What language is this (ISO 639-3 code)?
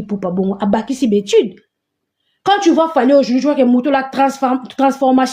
lin